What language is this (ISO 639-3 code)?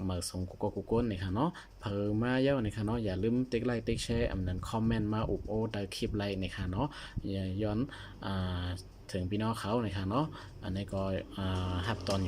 shn